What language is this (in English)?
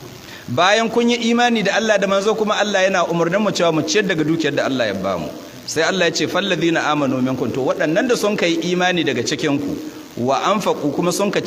Hausa